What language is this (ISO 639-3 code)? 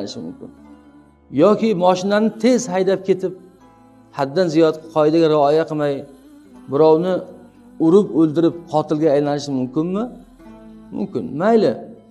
uzb